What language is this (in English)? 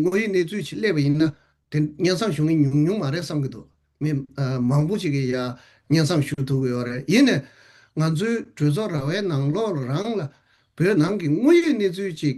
Tibetan